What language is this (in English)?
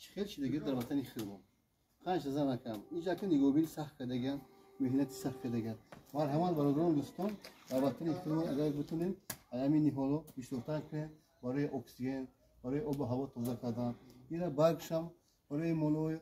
Tajik